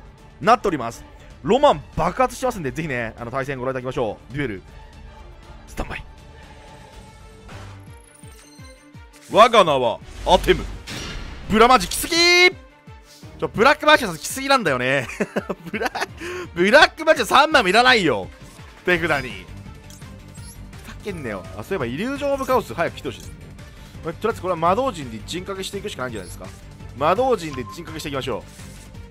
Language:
Japanese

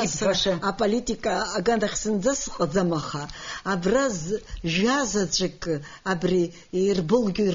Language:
Abkhazian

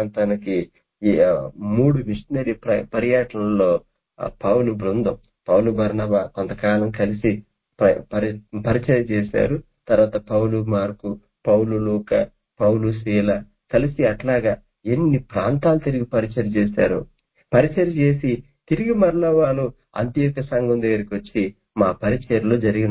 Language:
Telugu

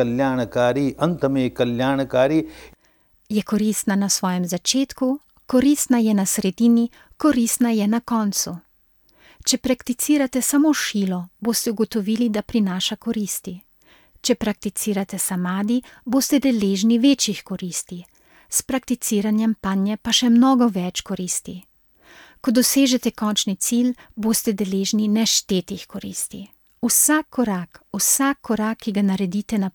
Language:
Slovenian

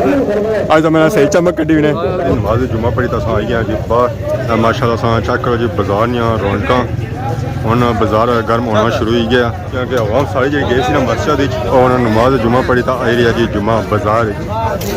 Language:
Pahari-Potwari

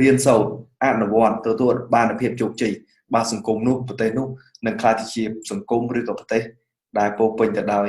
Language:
Khmer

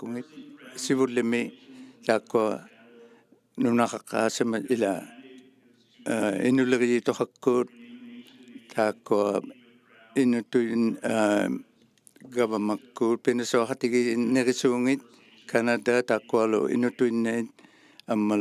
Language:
Inuktitut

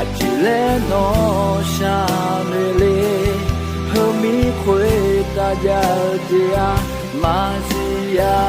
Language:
Akha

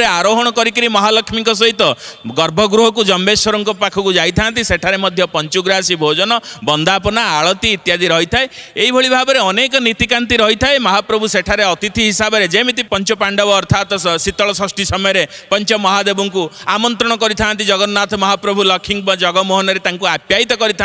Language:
Odia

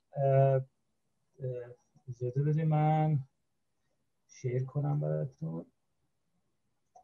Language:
Persian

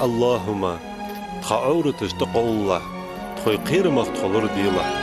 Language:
Ingush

